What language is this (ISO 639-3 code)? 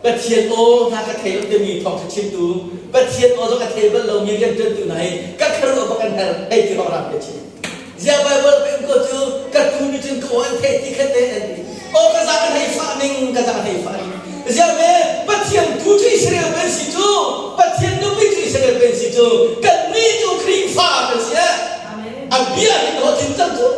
cnh